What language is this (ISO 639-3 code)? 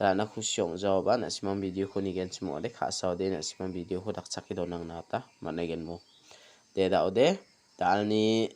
grt